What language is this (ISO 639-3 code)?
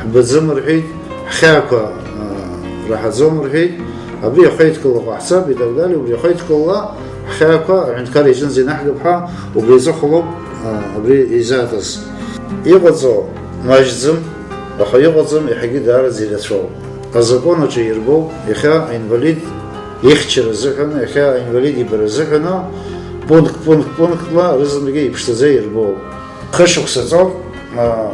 abk